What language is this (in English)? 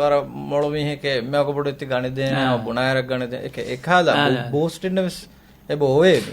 Divehi